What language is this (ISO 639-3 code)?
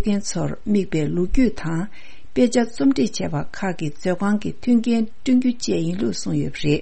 bod